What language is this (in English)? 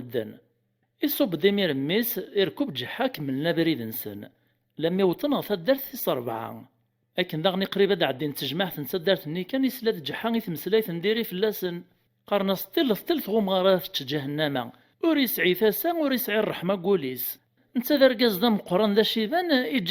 Kabyle